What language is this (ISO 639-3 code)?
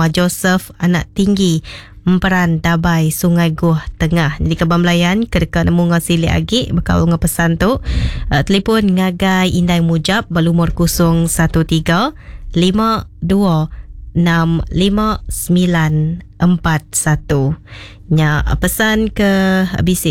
iba